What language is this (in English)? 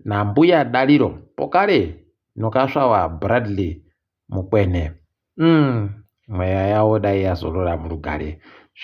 Ndau